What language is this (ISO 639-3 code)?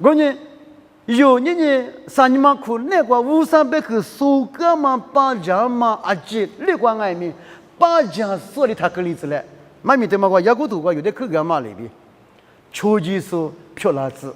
lis